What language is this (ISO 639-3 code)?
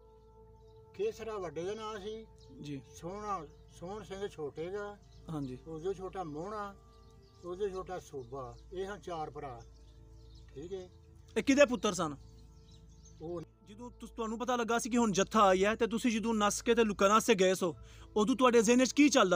pan